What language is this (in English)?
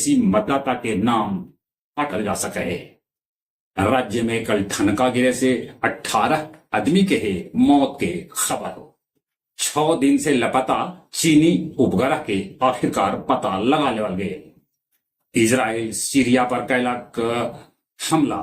Magahi